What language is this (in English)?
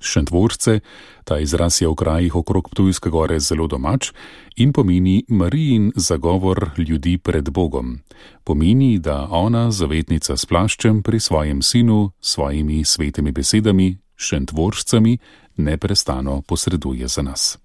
Slovenian